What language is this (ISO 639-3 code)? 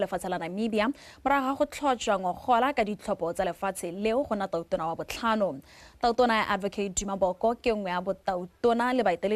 tsn